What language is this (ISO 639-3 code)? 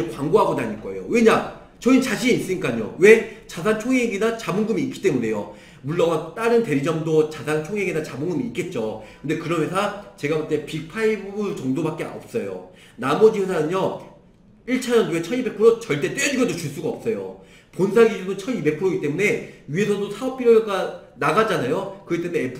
kor